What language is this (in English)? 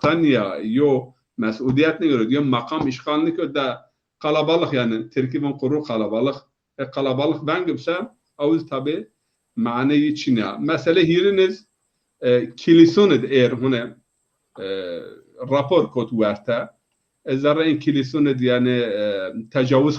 Zaza